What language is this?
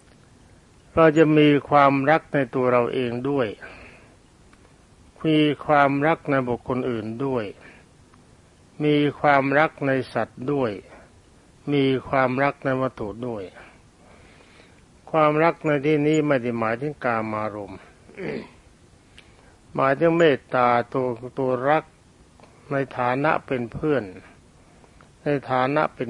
Thai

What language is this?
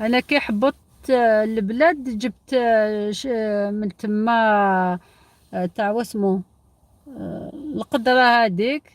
Algerian Arabic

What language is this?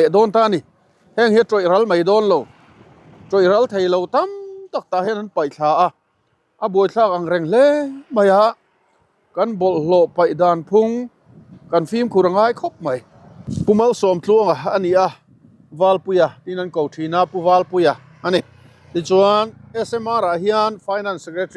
Mizo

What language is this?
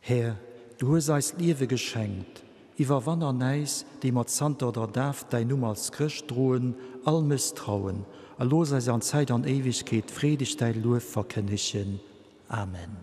Luxembourgish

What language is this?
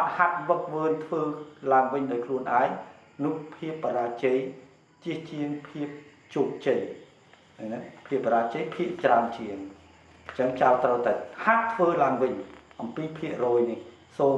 Khmer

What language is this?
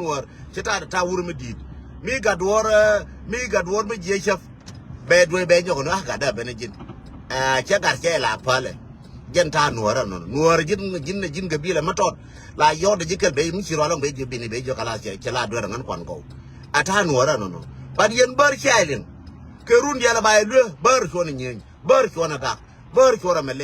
Nuer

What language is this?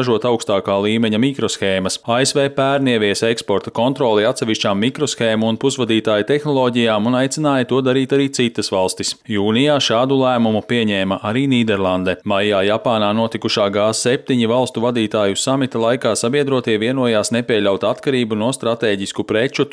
Latvian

